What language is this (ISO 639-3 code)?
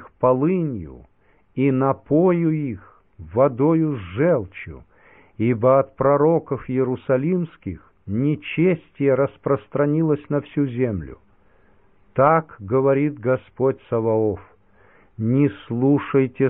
rus